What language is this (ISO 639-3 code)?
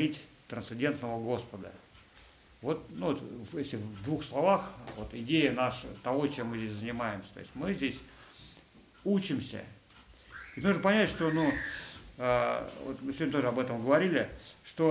rus